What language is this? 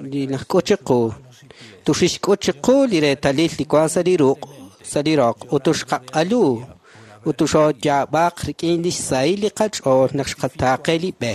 Kekchí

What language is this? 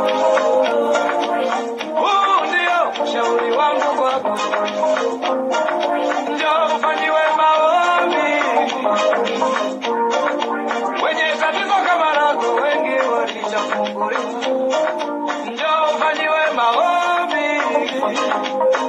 Swahili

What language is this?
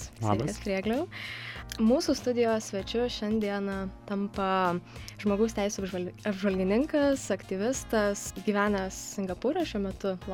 Lithuanian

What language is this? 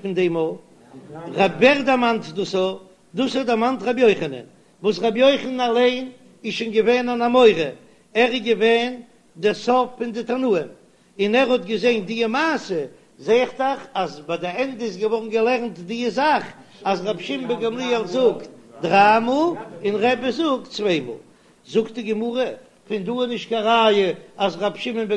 Yiddish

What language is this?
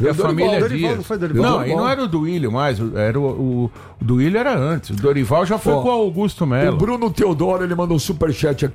Portuguese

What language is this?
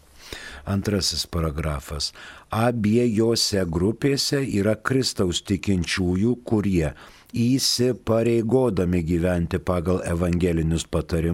Lithuanian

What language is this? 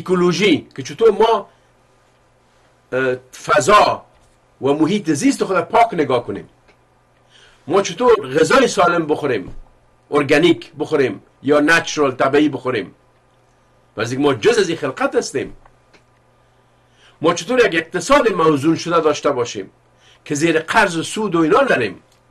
Persian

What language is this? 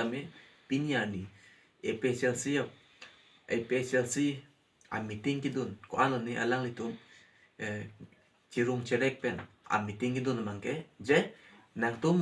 Karbi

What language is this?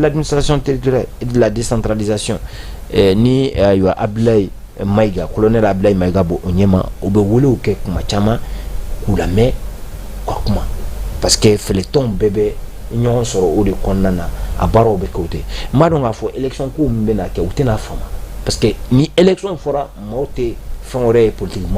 Bambara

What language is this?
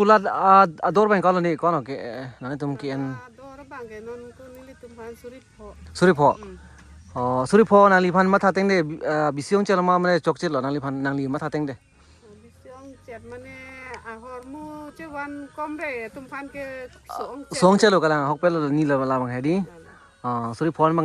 Karbi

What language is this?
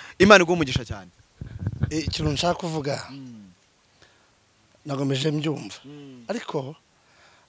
Kinyarwanda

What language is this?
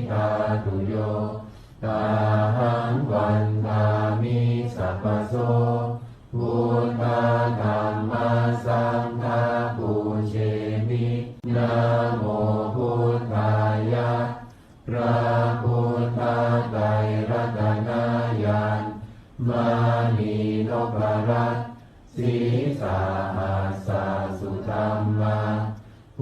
Pali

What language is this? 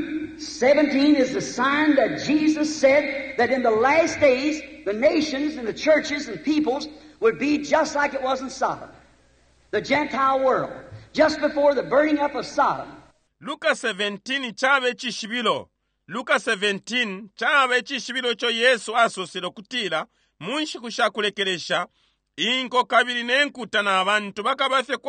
Bemba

